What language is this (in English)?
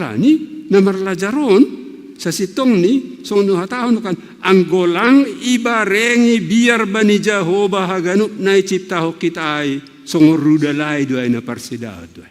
Batak Simalungun